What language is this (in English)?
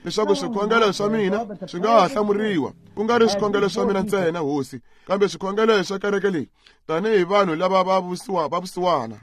Tsonga